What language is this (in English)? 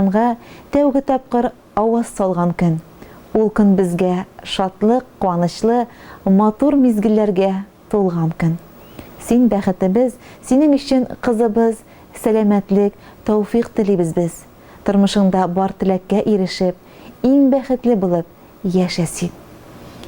Tatar